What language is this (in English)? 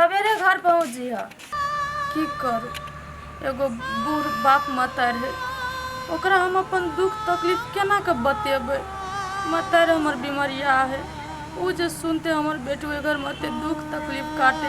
Maithili